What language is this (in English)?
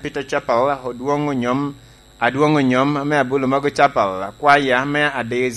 Lango (Uganda)